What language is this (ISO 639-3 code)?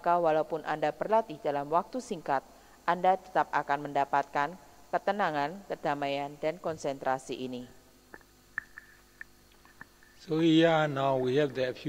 ind